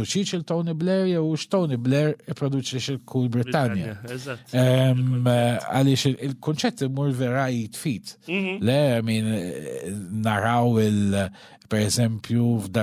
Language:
Maltese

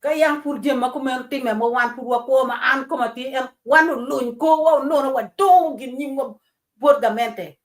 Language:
Acoli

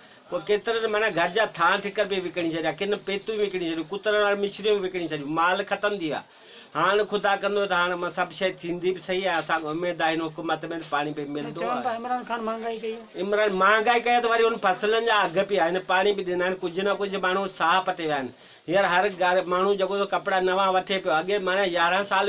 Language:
Sindhi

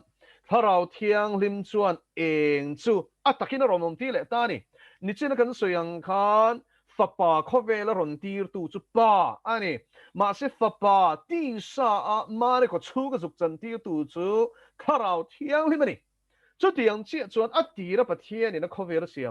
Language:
Mizo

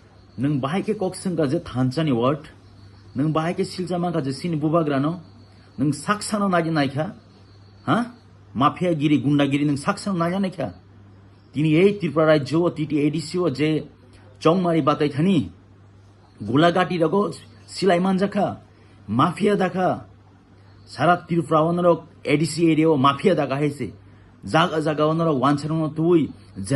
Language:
Kok Borok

